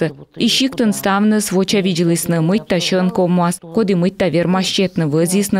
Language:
Komi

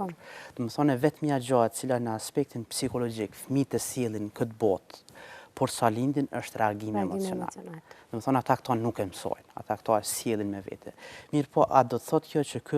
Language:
Albanian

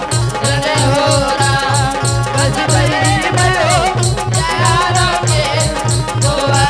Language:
Angika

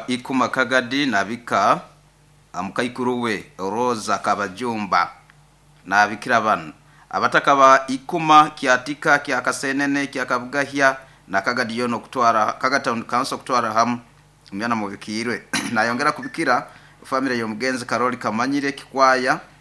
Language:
Nyoro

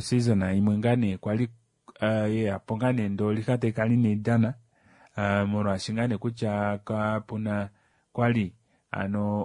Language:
Kuanyama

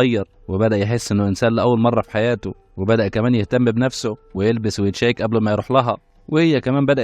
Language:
Egyptian Arabic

